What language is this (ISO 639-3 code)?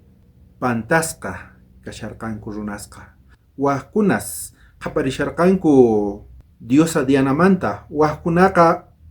quh